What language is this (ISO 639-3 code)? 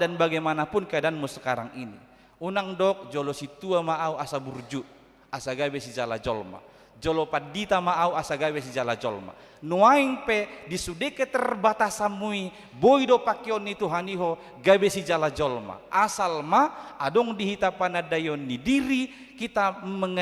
bbc